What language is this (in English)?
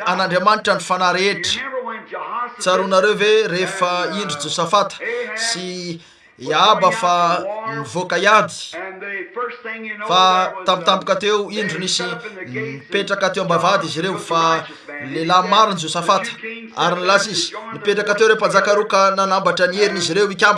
Malagasy